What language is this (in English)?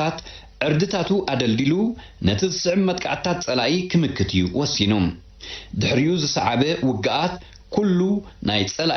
Tigrinya